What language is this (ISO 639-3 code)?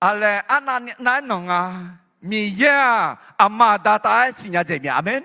ahk